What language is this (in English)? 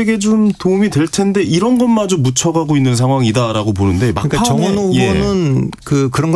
Korean